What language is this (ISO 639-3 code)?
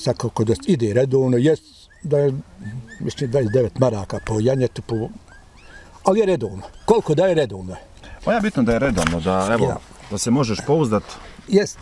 bos